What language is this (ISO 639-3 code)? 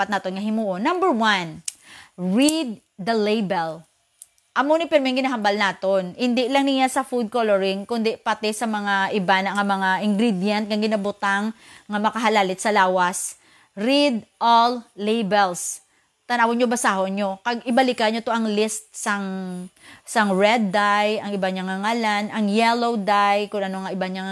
hil